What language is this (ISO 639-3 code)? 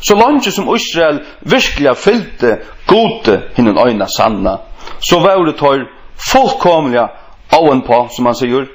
fao